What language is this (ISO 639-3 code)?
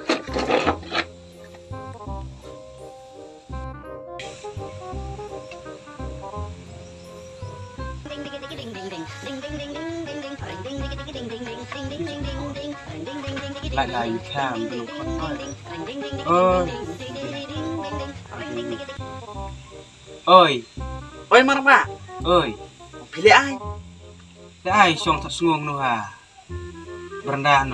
kha